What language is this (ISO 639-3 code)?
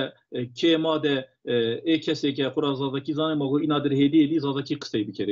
zza